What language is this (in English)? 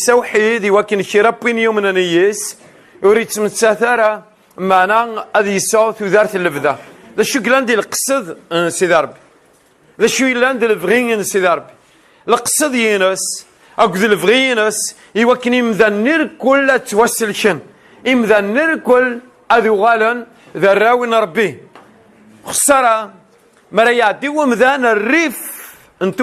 Kabyle